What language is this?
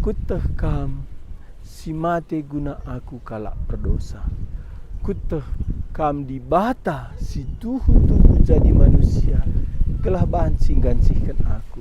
Batak Karo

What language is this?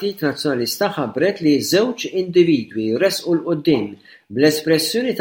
Maltese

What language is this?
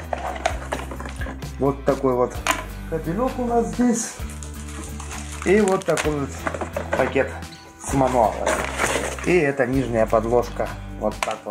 Russian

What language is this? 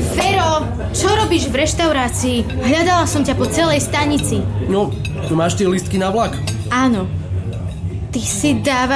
Slovak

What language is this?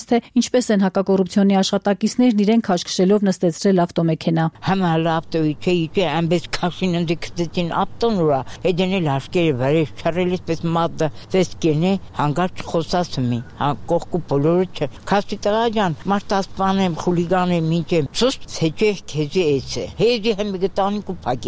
Armenian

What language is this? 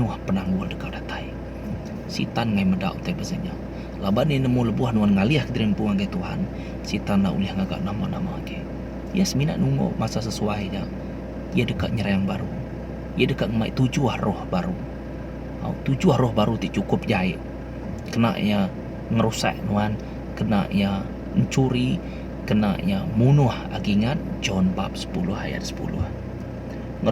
Iban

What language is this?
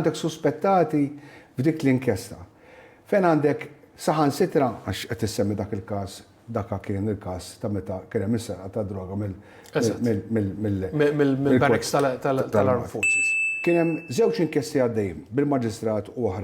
Maltese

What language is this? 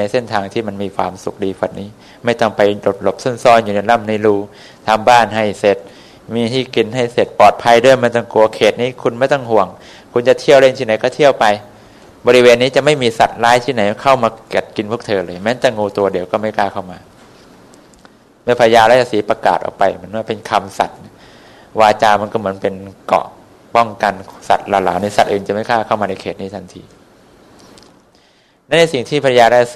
Thai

